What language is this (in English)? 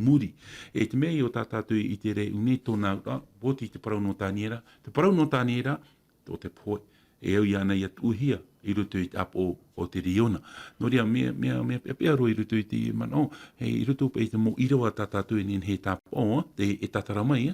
Tahitian